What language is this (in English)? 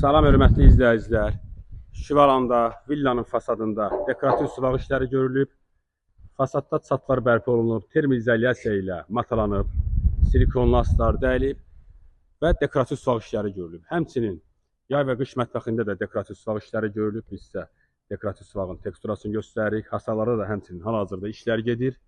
Azerbaijani